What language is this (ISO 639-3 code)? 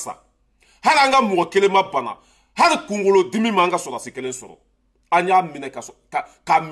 bam